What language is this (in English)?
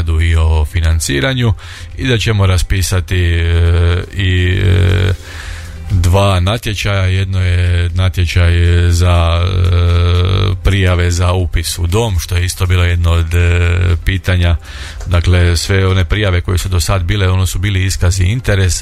Croatian